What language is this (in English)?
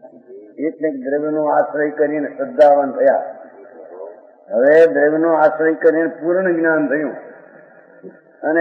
Gujarati